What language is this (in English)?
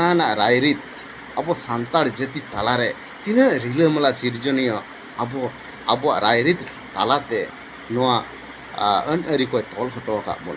Santali